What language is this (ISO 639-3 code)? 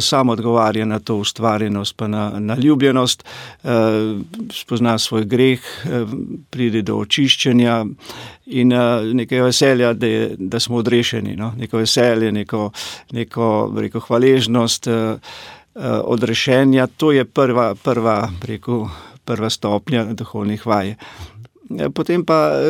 slv